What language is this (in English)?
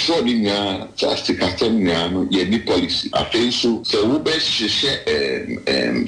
Akan